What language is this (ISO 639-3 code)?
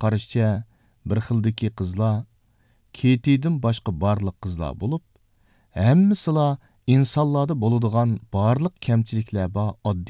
uig